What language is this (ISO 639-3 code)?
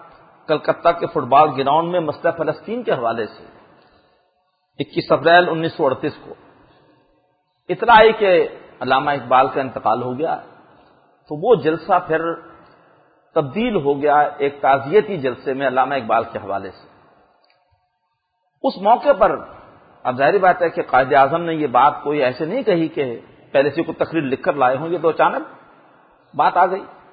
urd